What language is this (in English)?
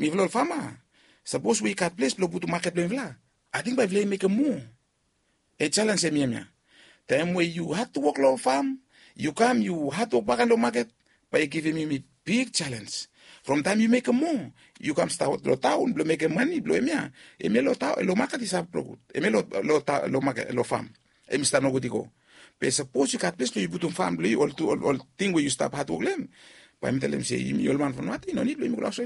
Bislama